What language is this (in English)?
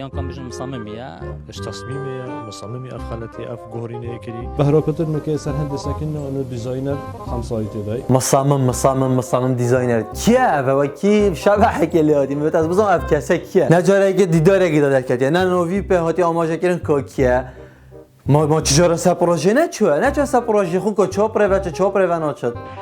Kurdish